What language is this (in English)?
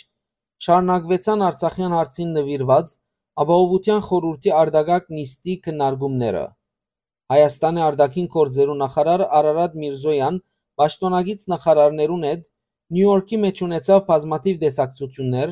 Western Armenian